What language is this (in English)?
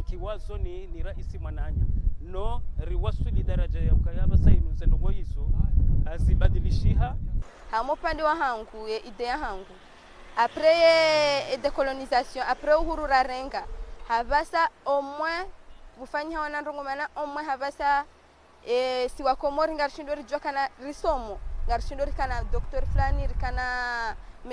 Ngazidja Comorian